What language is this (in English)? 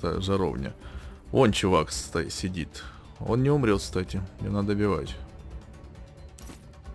Russian